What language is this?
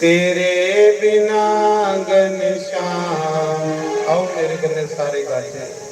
Dogri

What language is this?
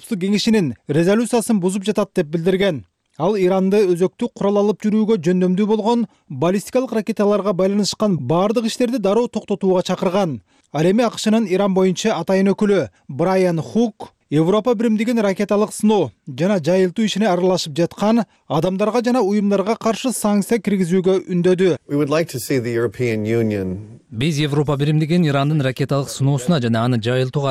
Kyrgyz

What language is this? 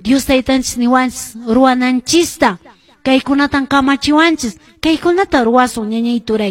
Quechua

